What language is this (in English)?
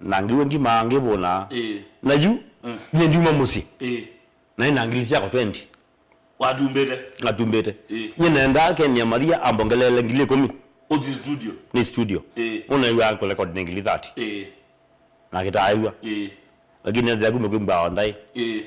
Kamba